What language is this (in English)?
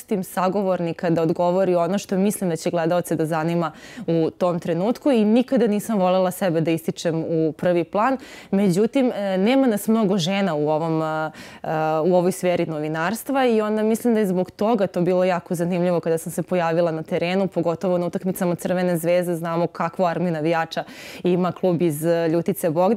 Serbian